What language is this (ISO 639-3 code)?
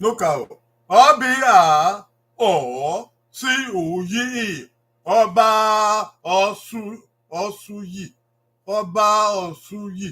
bin